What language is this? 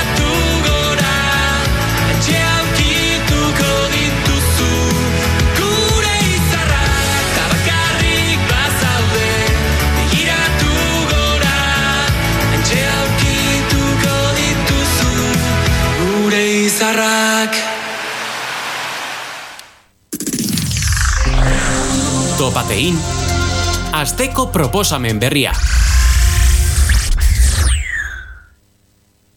Basque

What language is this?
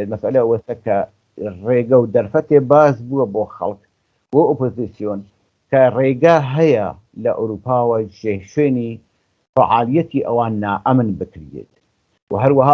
Central Kurdish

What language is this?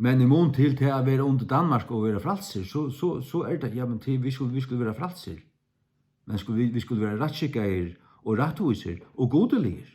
Faroese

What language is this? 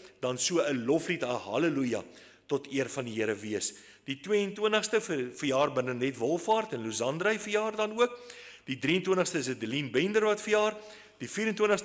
Afrikaans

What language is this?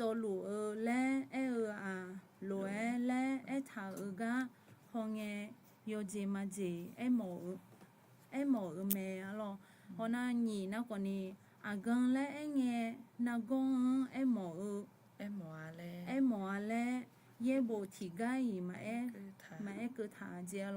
Akha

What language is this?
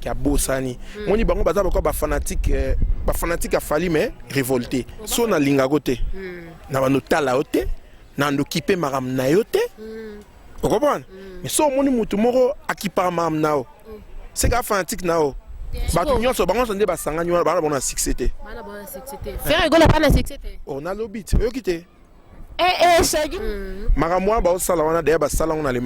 Lingala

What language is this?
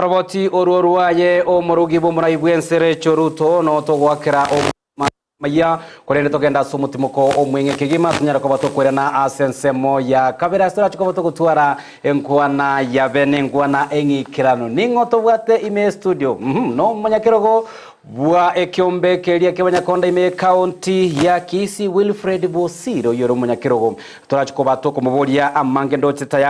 Gusii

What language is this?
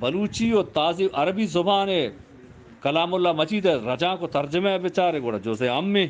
Eastern Balochi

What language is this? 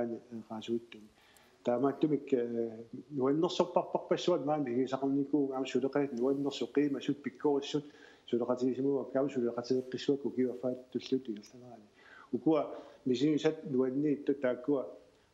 Kalaallisut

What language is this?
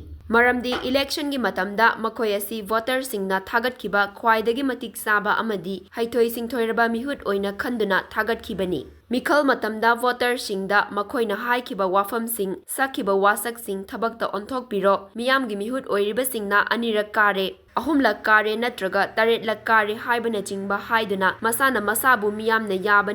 Manipuri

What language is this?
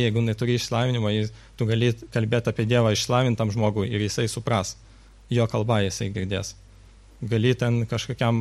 Lithuanian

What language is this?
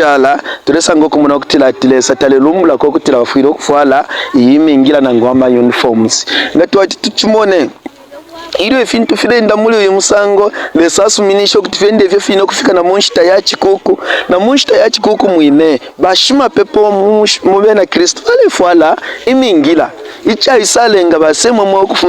Bemba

